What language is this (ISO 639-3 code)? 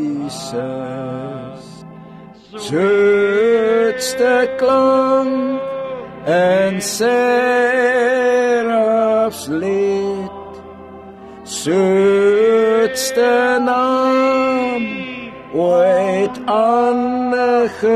afr